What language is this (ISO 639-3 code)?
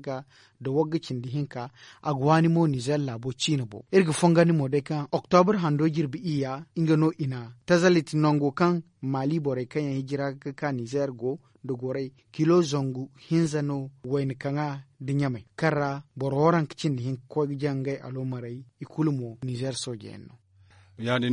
dje